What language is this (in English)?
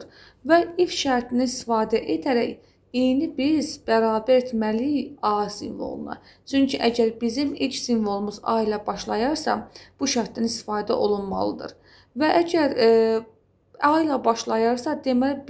Azerbaijani